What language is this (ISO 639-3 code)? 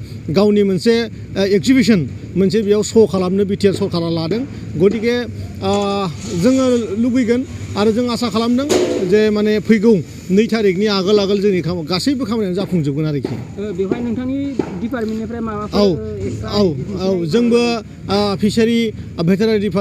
brx